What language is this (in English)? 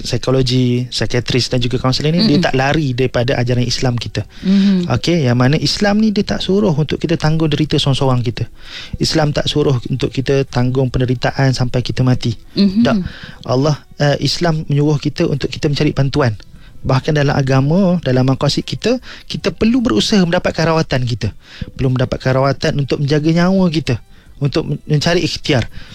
Malay